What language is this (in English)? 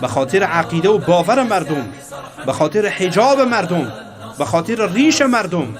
Persian